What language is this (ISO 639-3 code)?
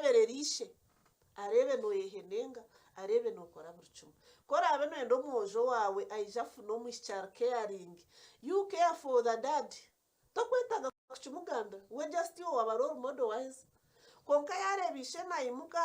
nyn